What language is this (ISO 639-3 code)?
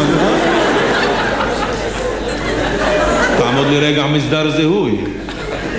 heb